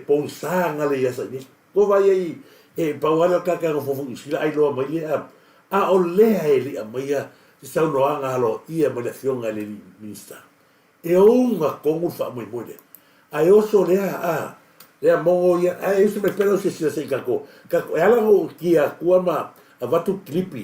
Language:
Samoan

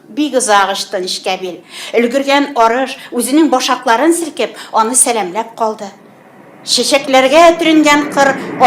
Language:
Tatar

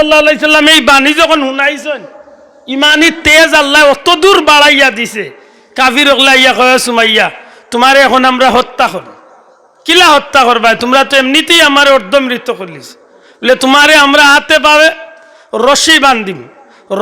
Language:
Sylheti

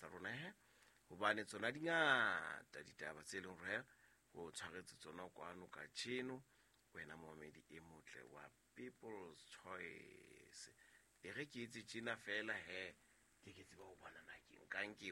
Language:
Southern Sotho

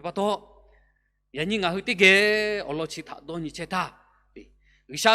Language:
Lahu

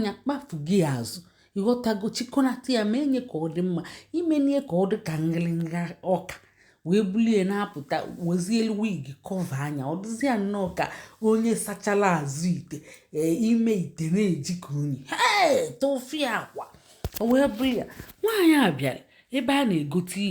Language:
Igbo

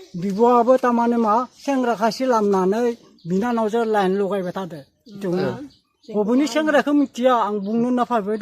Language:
Bodo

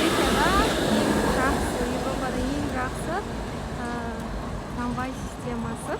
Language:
Kara-Kalpak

